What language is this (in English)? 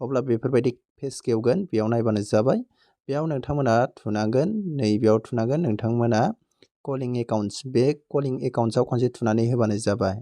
Bodo